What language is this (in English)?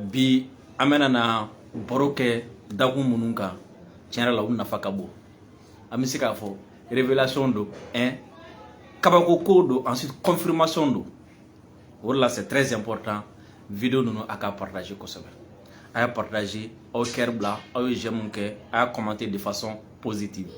Bambara